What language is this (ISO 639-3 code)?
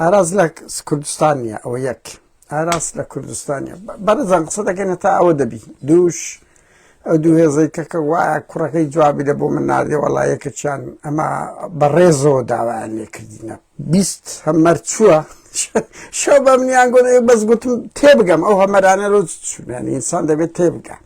ckb